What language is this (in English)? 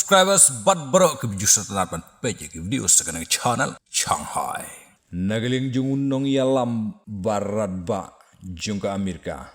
Khasi